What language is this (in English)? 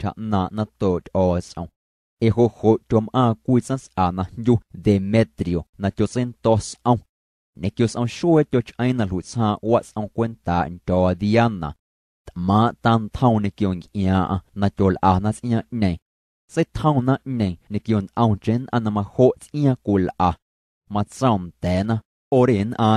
Guerrero Amuzgo